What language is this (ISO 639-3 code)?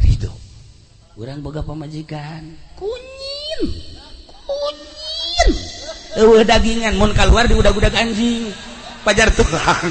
sun